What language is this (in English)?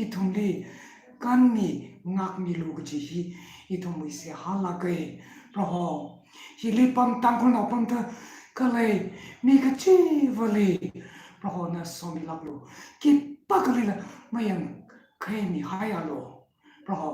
Tangkhul Naga (India)